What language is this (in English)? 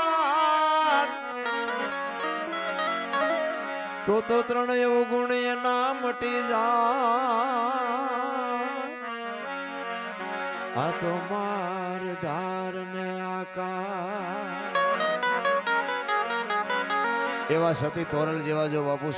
Gujarati